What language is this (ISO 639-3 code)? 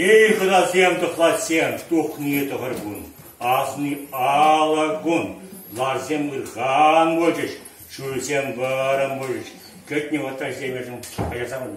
chv